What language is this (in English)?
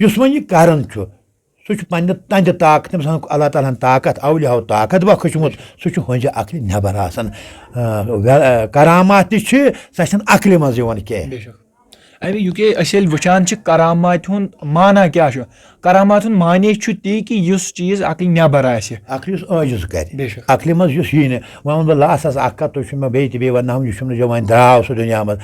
Kashmiri